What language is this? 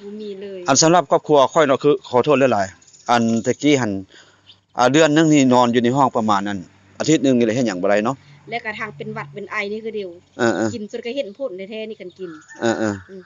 Lao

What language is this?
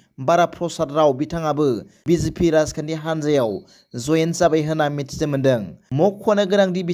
Bodo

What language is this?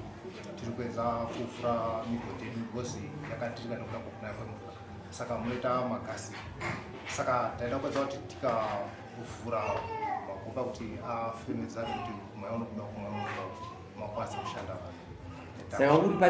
Shona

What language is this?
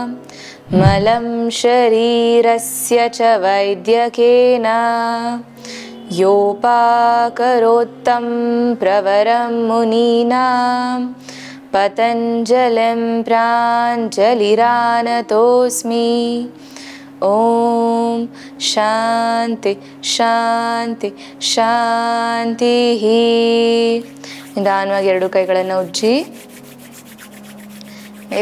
Kannada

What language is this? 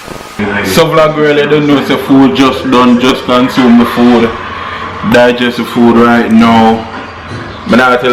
Jamaican Creole English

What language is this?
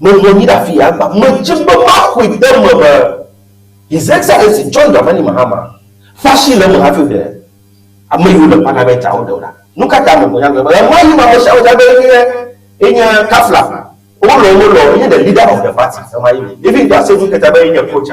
Ewe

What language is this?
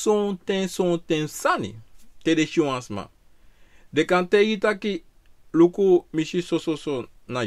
Sranan Tongo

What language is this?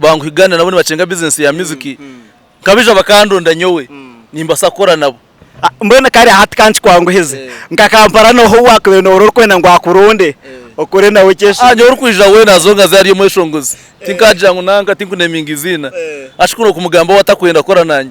Nyankole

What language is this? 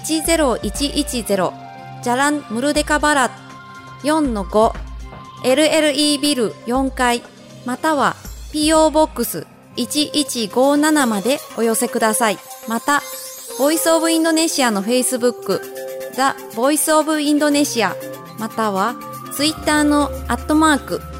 Japanese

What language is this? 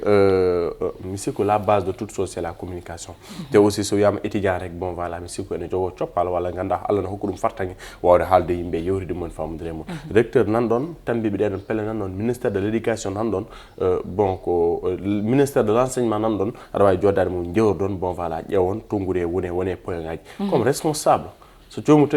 Fula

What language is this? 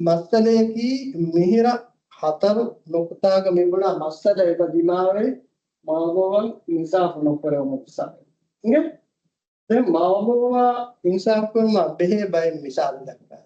Divehi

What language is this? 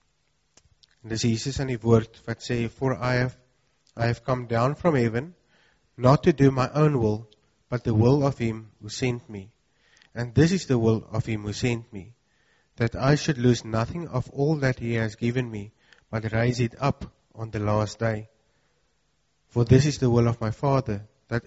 Afrikaans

